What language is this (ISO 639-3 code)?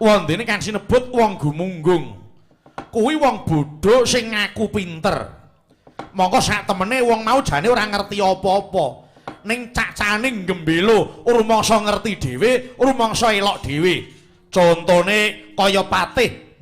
jav